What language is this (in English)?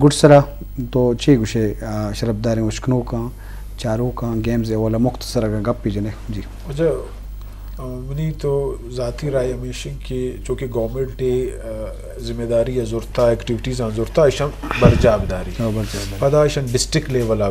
Eastern Balochi